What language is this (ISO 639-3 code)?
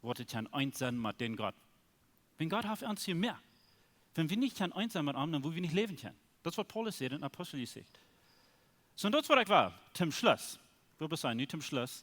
pdt